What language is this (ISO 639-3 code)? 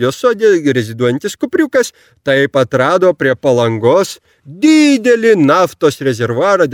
lit